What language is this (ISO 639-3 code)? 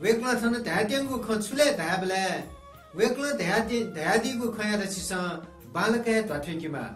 new